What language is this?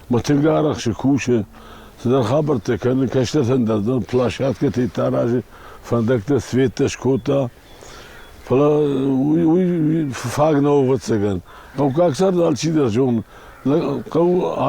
Ossetic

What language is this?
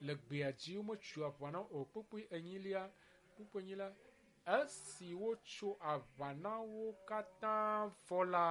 Ewe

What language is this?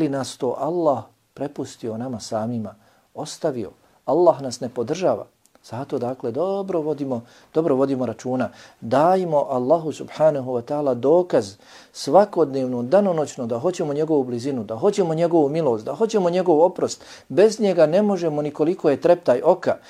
Bosnian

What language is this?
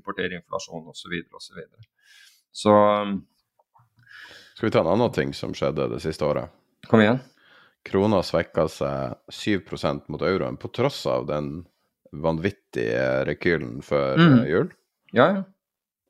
Norwegian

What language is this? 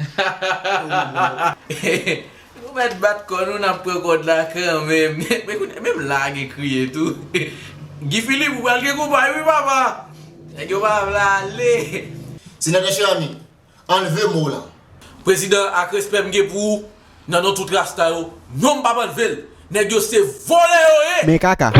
Haitian Creole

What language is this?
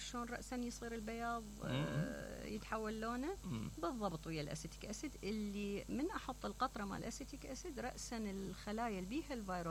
Mesopotamian Arabic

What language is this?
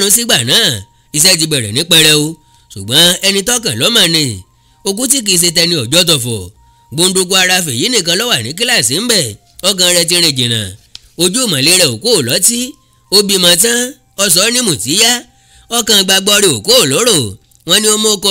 Yoruba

